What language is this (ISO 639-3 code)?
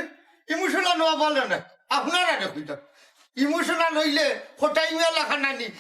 syl